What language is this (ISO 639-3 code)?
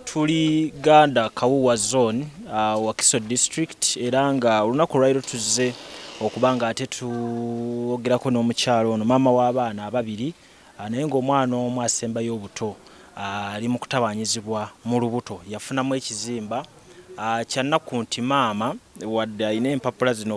lug